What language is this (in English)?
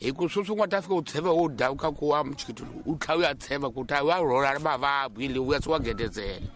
Tsonga